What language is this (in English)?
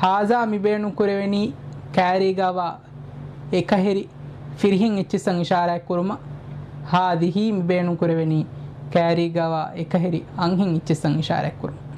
Divehi